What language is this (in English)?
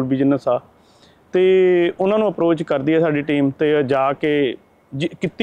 Punjabi